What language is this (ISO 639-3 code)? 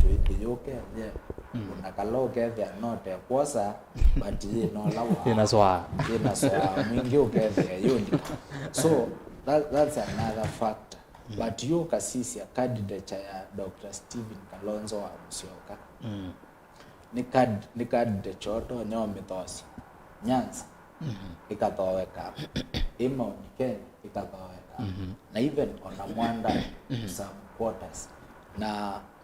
kam